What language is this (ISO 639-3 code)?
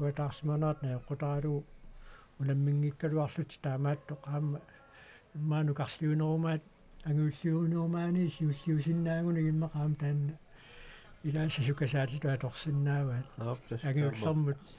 kal